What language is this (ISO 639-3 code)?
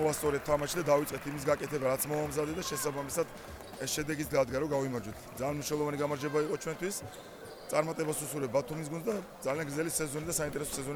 kat